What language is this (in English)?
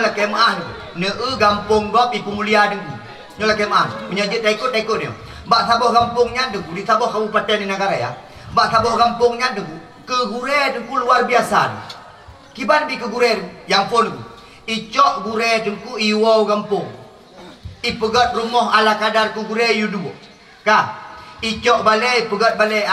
Achinese